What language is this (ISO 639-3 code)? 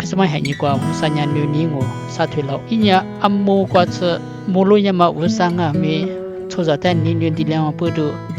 lis